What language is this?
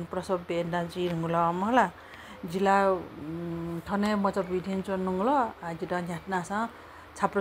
Newari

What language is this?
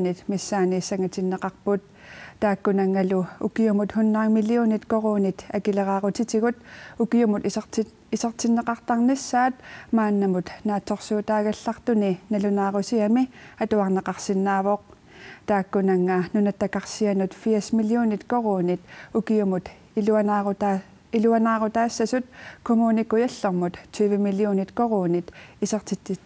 Kalaallisut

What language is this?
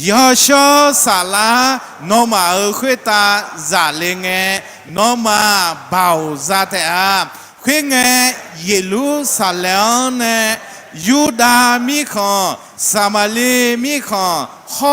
Akha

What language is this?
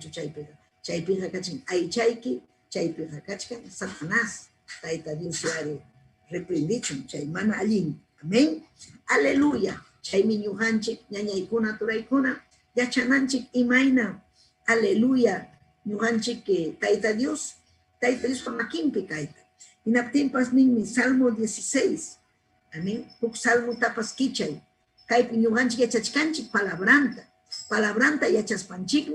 Ayacucho Quechua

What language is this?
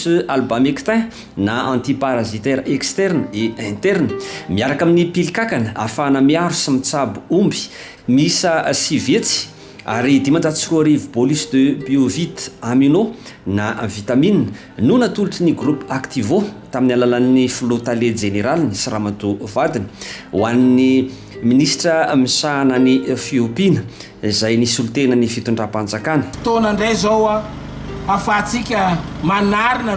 Malagasy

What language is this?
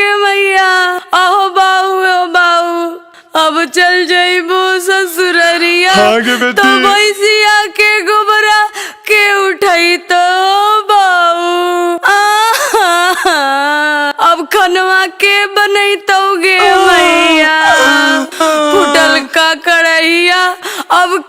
Magahi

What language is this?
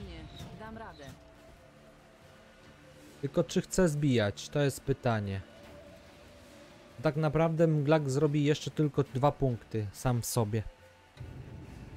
Polish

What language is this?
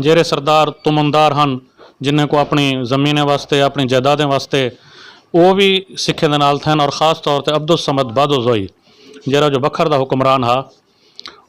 Saraiki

